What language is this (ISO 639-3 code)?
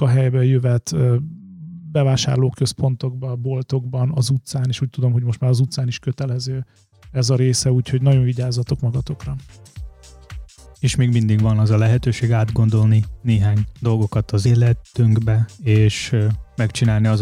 hun